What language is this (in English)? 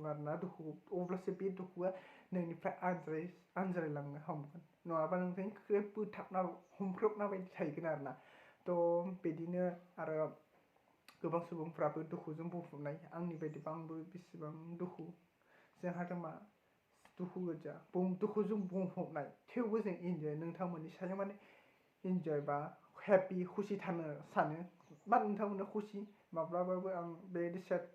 Bodo